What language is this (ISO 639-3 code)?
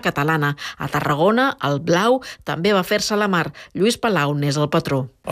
cat